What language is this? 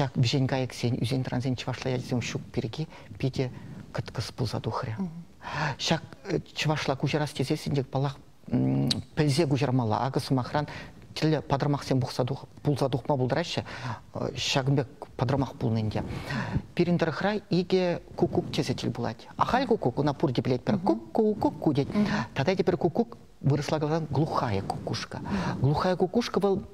Chuvash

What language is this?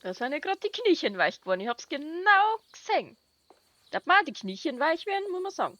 Bavarian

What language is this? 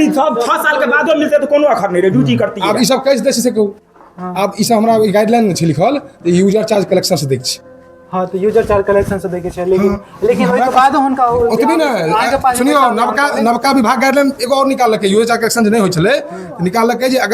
Maithili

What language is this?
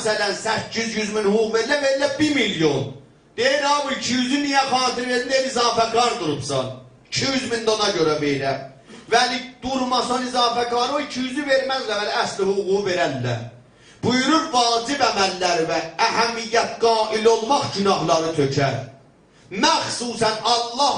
South Azerbaijani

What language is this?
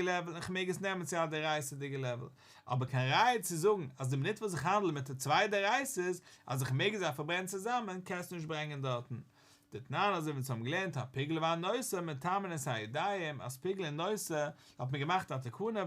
Yiddish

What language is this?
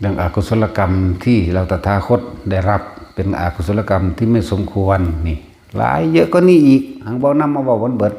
Lao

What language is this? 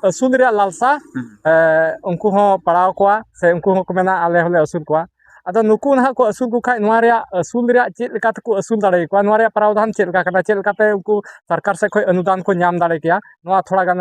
Santali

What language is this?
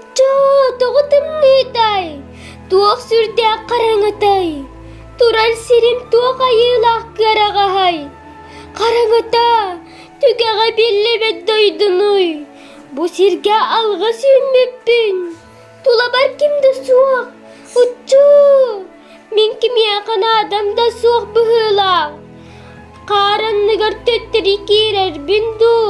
Yakut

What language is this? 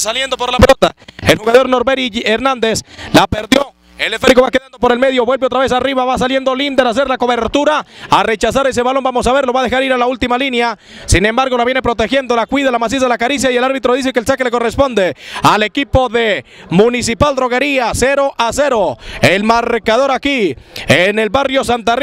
Spanish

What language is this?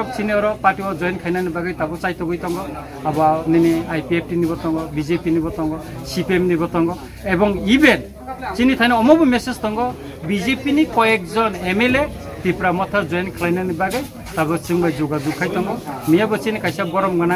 Kok Borok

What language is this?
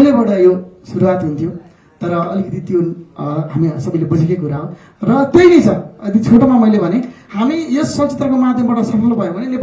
Nepali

